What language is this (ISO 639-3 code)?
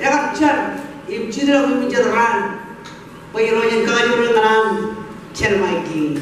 mah